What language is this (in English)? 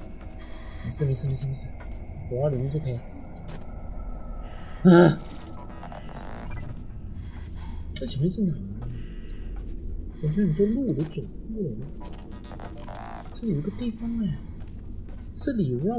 Chinese